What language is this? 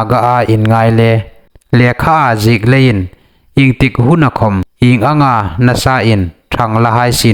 Hmar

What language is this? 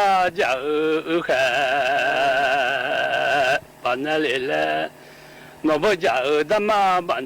Akha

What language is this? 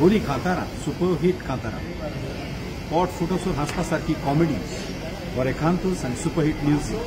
Konkani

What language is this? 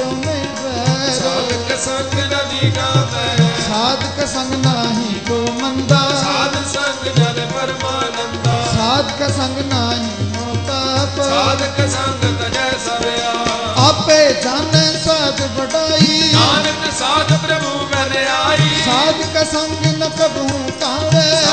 Punjabi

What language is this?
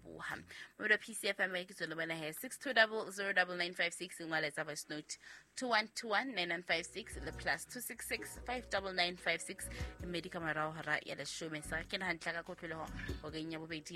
Southern Sotho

